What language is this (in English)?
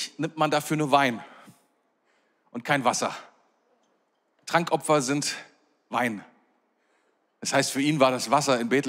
German